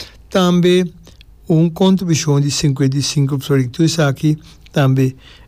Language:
Papiamento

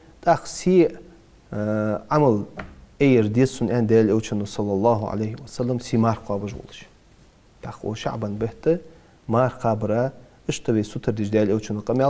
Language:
Ingush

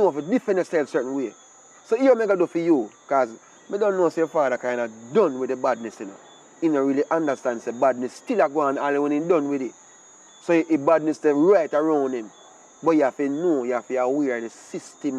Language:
Jamaican Creole English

